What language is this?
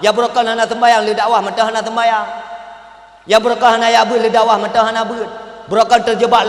Achinese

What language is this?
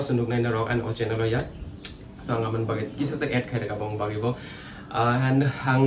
Kok Borok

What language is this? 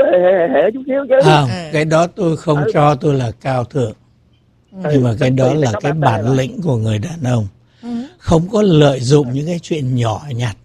Vietnamese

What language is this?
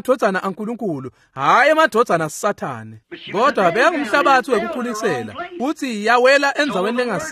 Swati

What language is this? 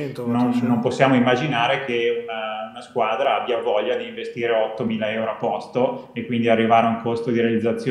Italian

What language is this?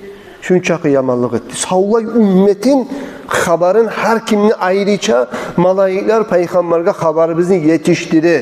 Kumyk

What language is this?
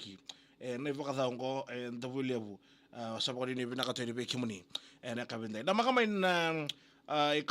Fijian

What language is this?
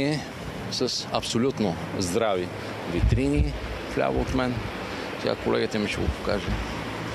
Bulgarian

